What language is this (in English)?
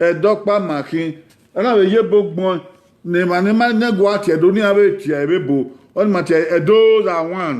Bini